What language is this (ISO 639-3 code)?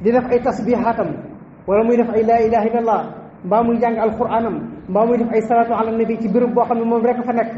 wol